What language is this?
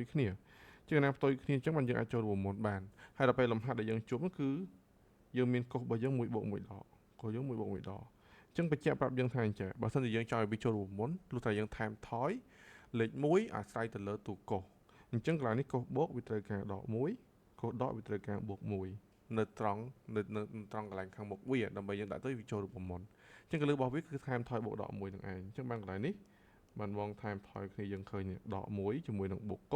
Khmer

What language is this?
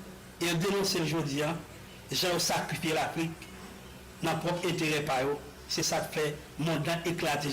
Haitian Creole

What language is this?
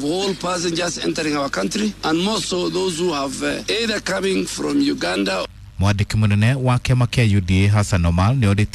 Kikuyu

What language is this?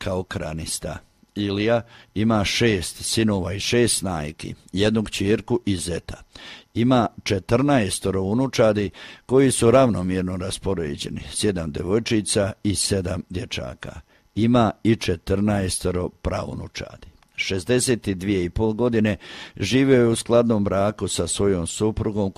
Croatian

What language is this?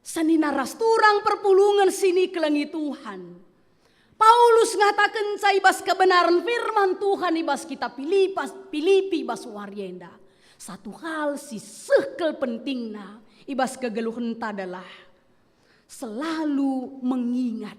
Batak Karo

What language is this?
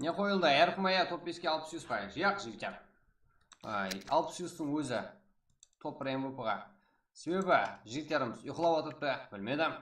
Kara-Kalpak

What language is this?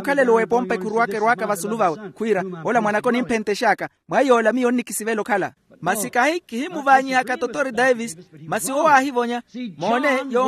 Makhuwa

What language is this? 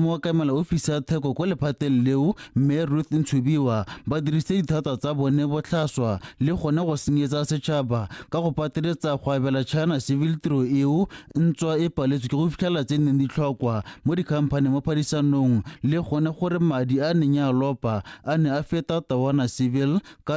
Tswana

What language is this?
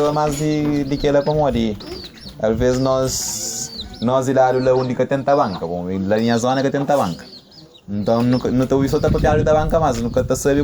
Kabuverdianu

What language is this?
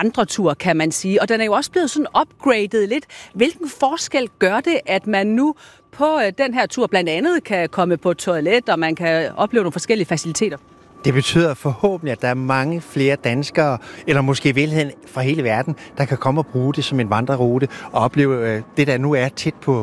Danish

